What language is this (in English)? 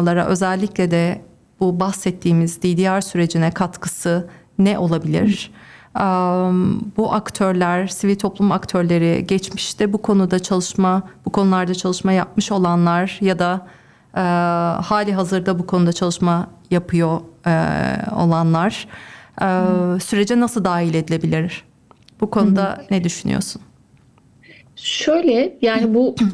Turkish